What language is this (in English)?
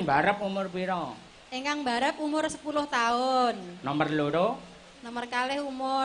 Javanese